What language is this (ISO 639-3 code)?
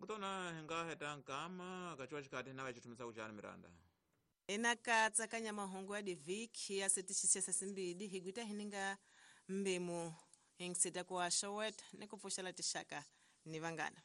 tso